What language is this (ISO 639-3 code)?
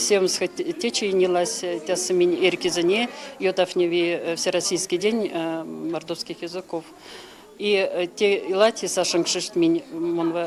myv